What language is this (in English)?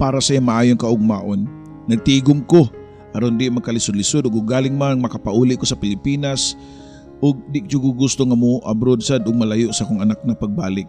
Cebuano